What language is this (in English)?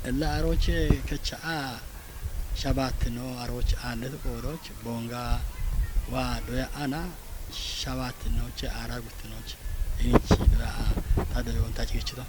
Kafa